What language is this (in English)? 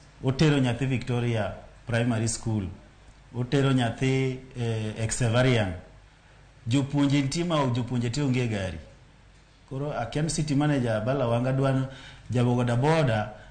Luo (Kenya and Tanzania)